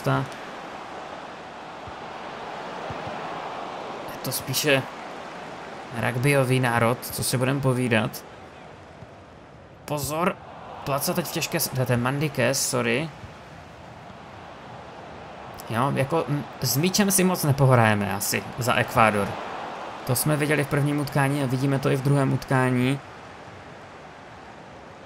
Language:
Czech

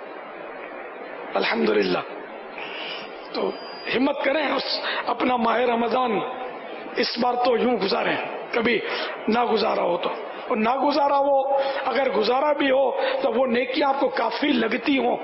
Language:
Urdu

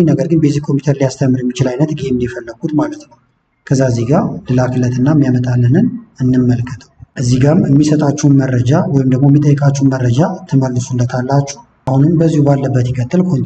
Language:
Amharic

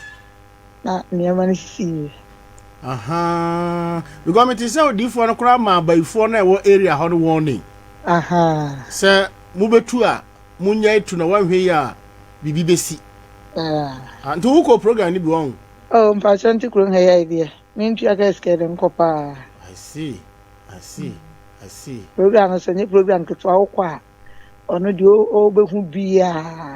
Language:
Akan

